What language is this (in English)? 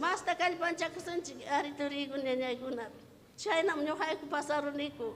Ayacucho Quechua